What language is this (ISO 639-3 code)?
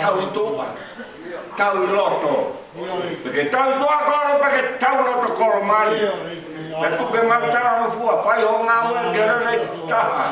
ton